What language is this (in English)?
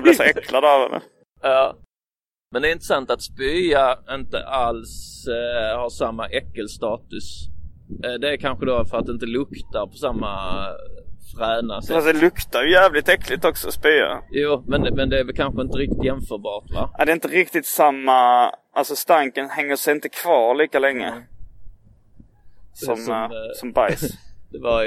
Swedish